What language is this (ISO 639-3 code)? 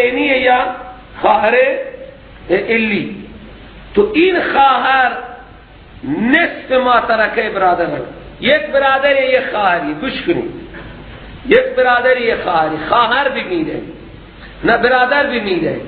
fas